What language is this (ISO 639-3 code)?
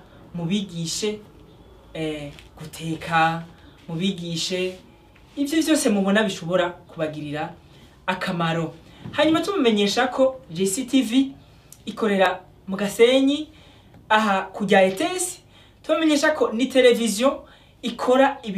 run